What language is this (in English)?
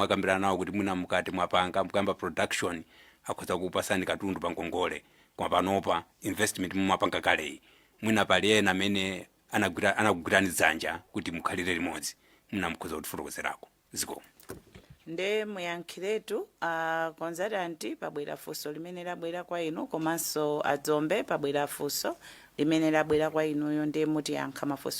Nyanja